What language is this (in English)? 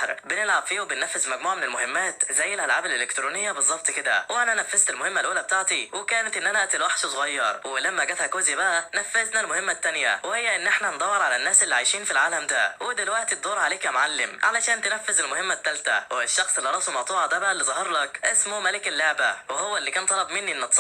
Egyptian Arabic